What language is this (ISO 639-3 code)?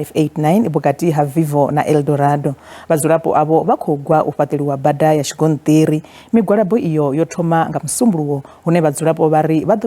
ven